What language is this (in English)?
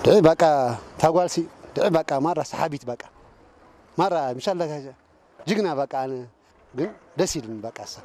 Tigrinya